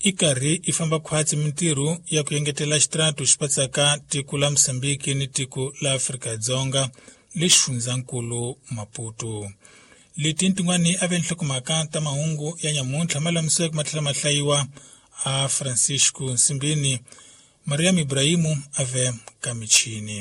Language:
Tsonga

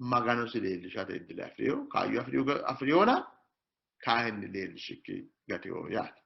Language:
Sidamo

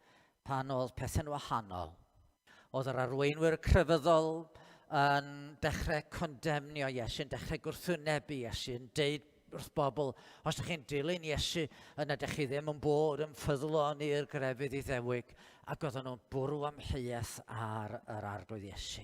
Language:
Welsh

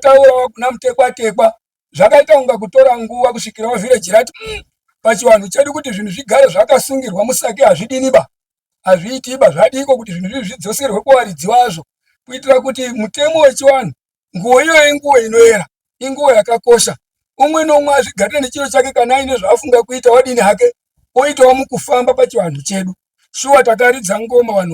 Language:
Shona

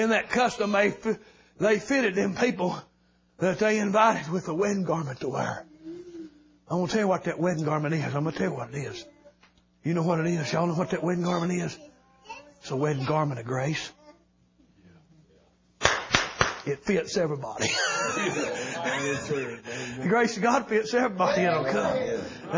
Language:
English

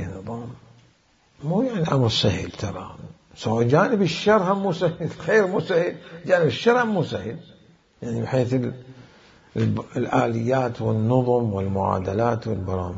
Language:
Mesopotamian Arabic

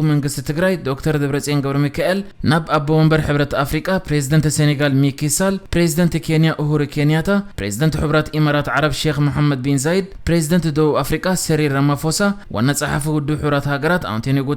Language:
Tigrinya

